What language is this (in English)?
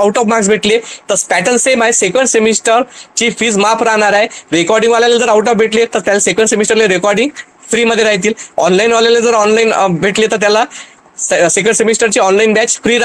Marathi